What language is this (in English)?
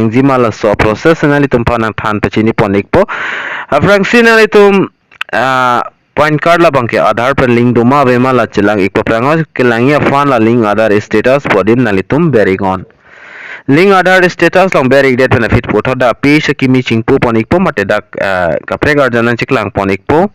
Karbi